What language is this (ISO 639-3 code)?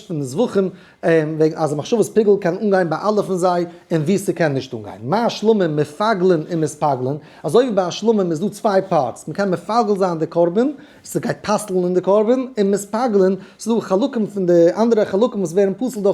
yid